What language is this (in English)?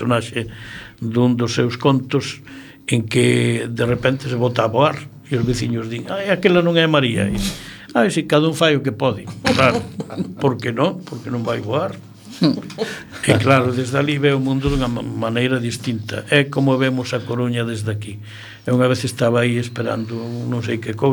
Galician